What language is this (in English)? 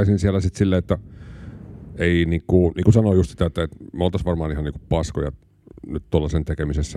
Finnish